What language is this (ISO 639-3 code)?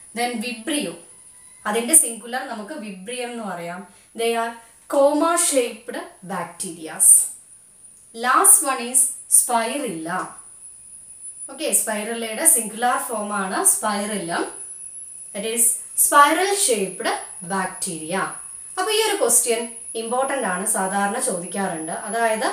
mal